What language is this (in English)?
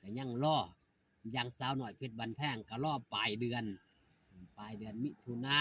Northeastern Thai